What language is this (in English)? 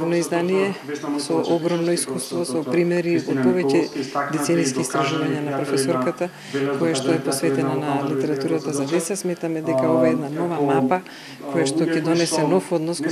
Macedonian